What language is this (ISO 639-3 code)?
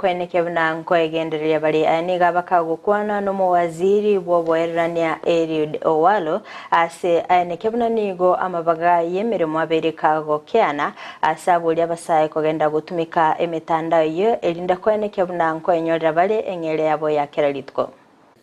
guz